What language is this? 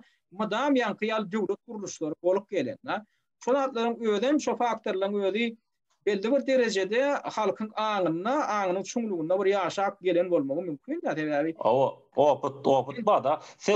Turkmen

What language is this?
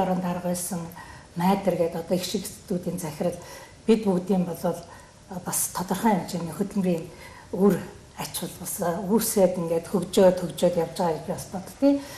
Mongolian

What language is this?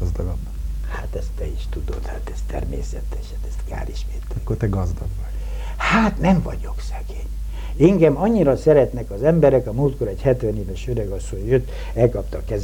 Hungarian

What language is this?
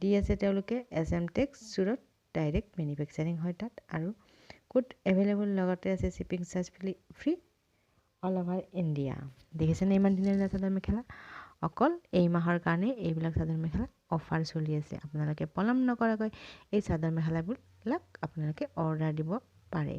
Assamese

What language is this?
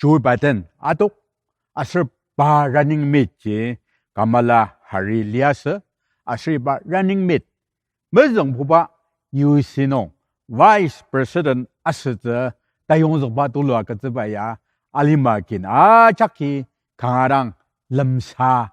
Ao Naga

